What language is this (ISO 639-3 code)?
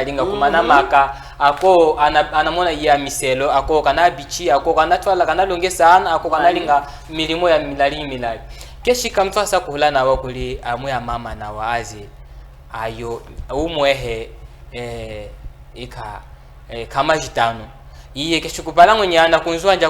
cjk